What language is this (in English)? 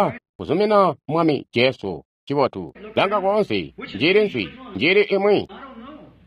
Tonga (Zambia)